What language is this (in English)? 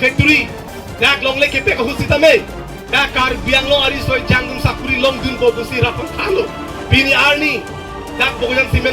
Karbi